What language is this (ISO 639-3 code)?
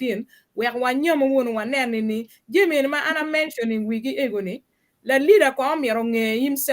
ach